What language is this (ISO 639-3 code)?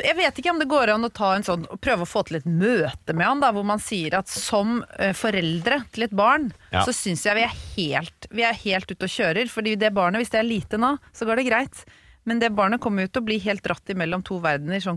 nor